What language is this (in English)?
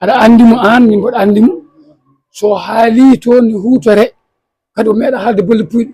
Fula